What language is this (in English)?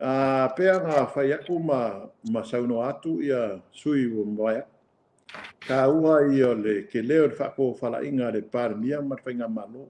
Samoan